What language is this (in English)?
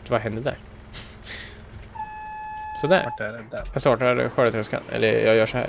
Swedish